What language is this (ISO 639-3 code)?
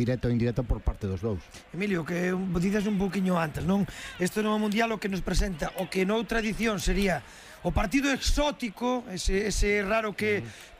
glg